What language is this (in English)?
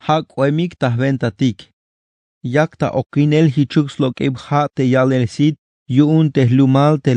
Tzeltal